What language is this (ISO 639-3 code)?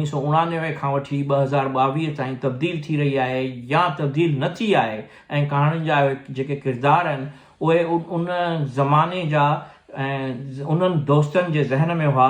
snd